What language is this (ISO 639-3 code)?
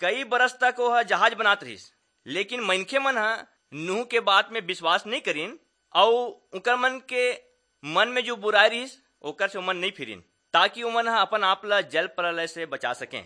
hne